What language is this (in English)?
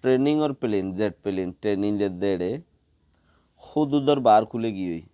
Rohingya